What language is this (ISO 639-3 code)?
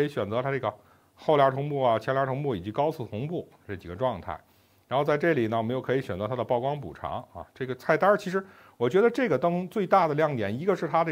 zho